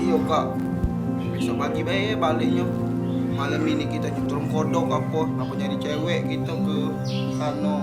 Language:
Musi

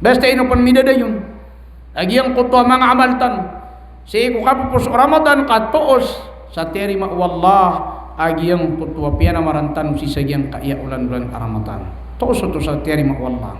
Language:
Maranao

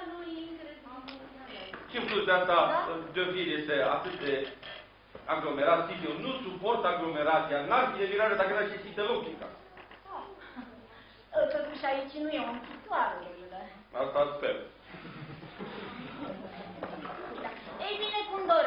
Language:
Romanian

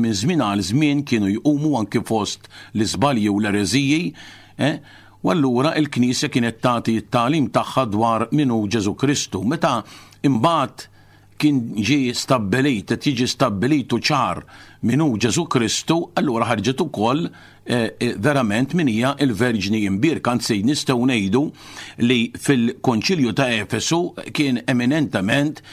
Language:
Maltese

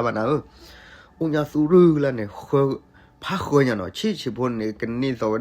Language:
S'gaw Karen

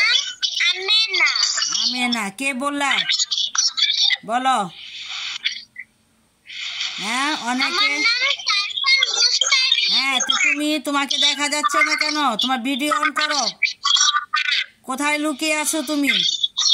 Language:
Bangla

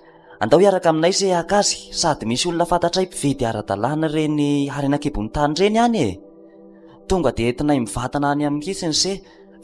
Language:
Malagasy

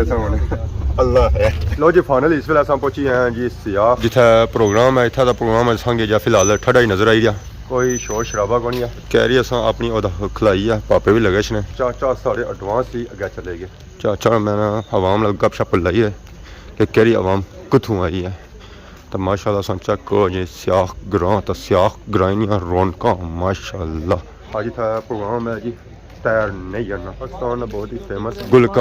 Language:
Pahari-Potwari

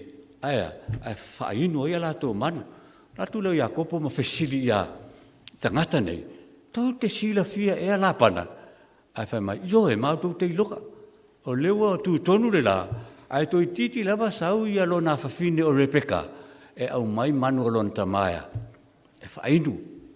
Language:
Samoan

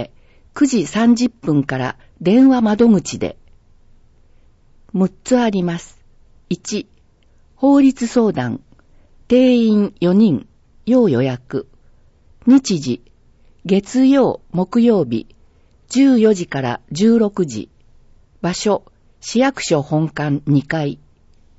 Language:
Japanese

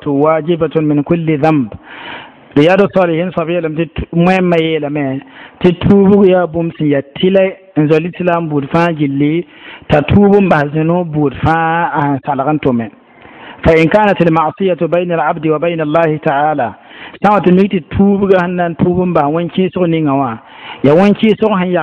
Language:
Mossi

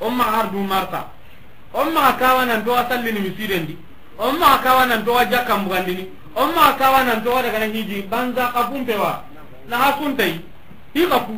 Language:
Soninke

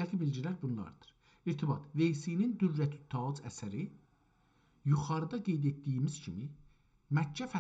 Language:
South Azerbaijani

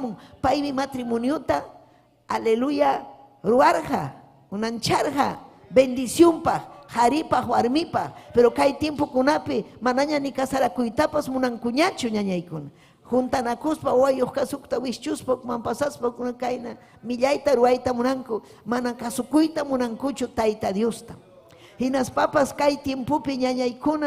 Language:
Ayacucho Quechua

